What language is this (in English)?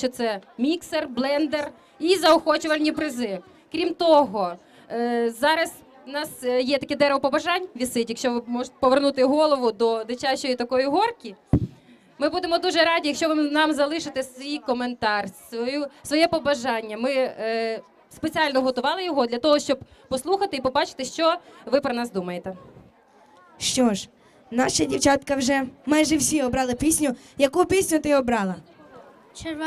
Ukrainian